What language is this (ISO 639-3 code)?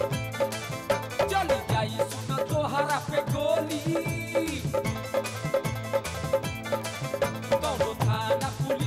bho